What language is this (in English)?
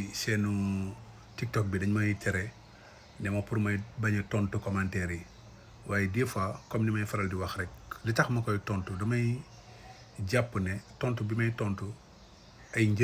Wolof